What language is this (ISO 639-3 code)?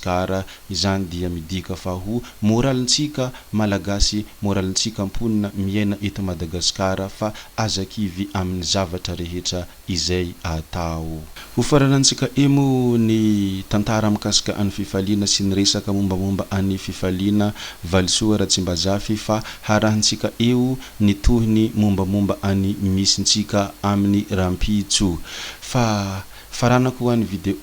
mlg